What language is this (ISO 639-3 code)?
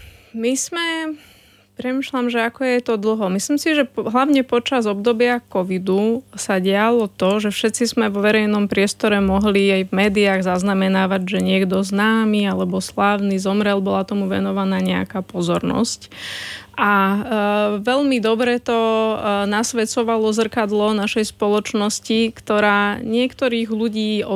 slk